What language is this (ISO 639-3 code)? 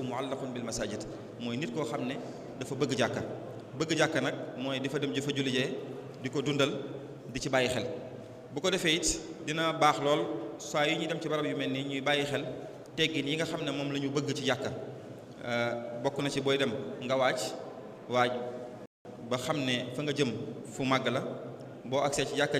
wol